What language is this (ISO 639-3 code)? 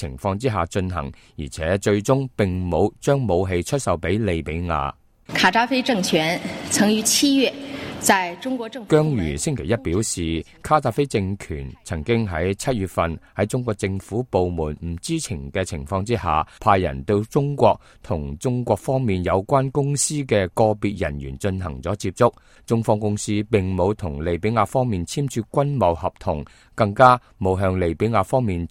yue